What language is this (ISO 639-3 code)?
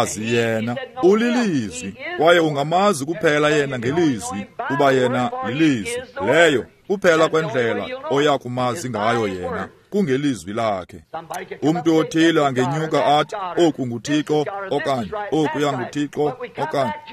xho